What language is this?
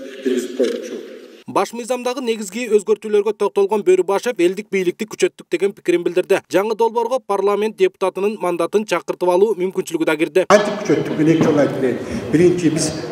Kyrgyz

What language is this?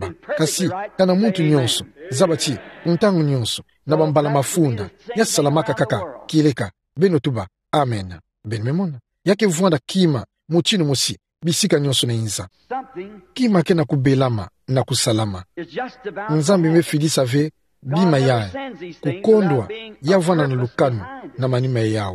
Kituba (Democratic Republic of Congo)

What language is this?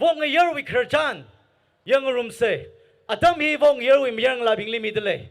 Tangkhul Naga (India)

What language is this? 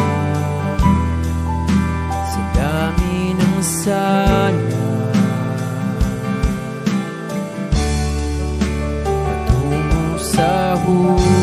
Filipino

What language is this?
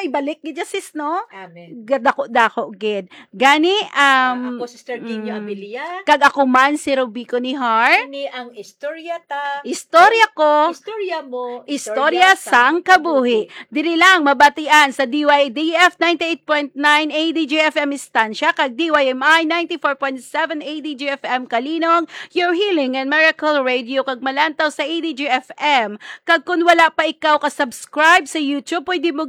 Hiligaynon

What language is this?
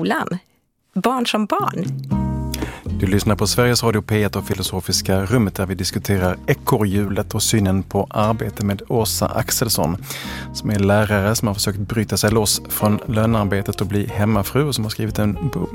Swedish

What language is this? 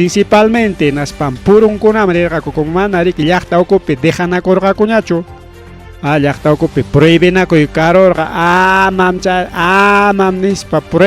Ayacucho Quechua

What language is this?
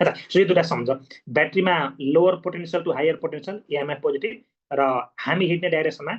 Nepali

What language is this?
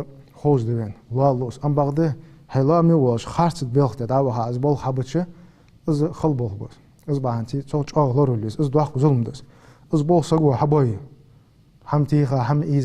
Ingush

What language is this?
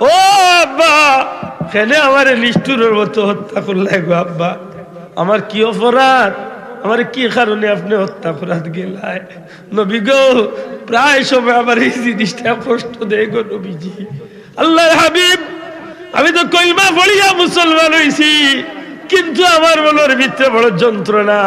Sylheti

